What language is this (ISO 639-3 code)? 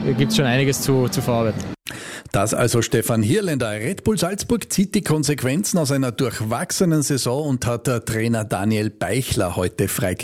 deu